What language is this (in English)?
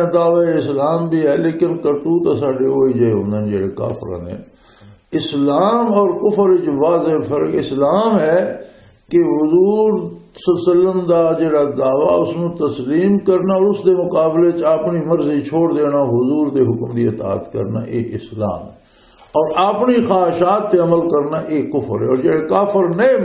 Western Panjabi